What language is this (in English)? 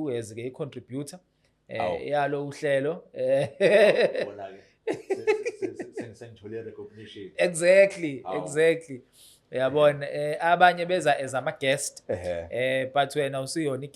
Zulu